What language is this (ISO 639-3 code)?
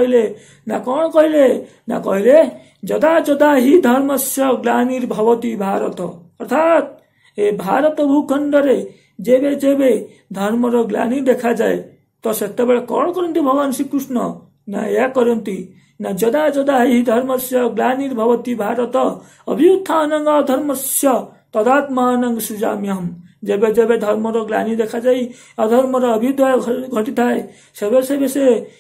ori